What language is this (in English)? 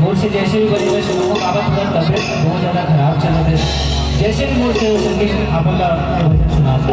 Chhattisgarhi